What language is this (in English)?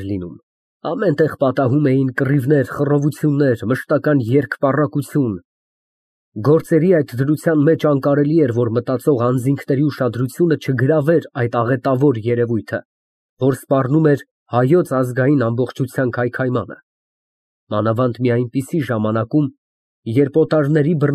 Armenian